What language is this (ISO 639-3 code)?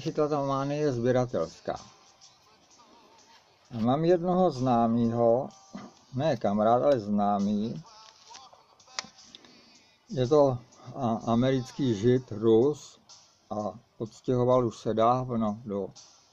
ces